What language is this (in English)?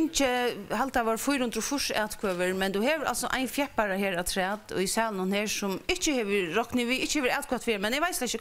Faroese